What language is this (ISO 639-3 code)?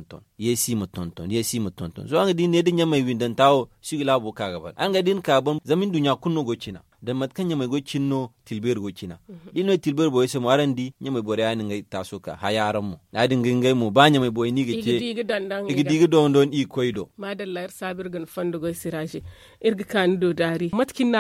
dje